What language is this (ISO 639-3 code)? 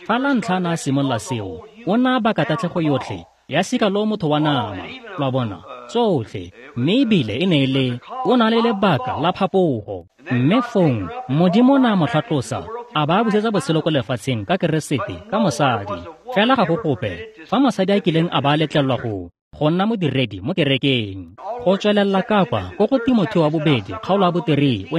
tsn